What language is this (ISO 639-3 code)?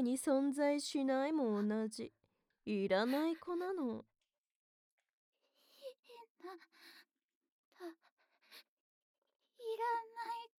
jpn